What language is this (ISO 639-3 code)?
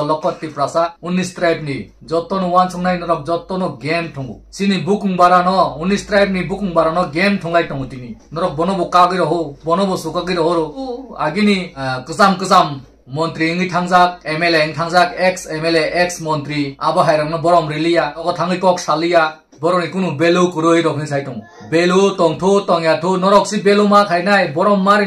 trp